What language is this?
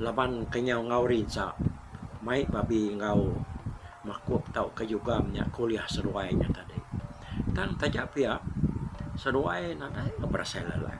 Iban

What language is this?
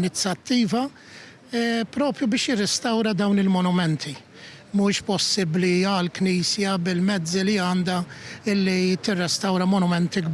Maltese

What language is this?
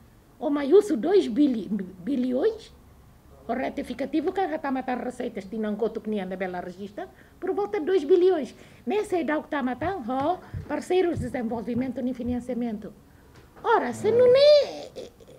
Tetum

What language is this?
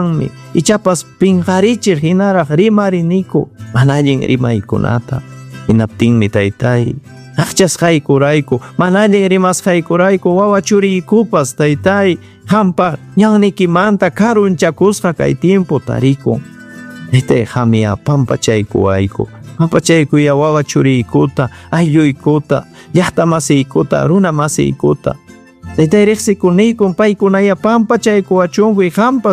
Ayacucho Quechua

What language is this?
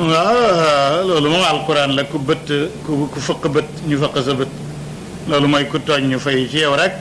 Wolof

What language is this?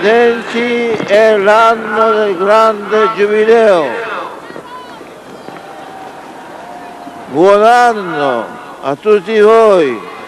Italian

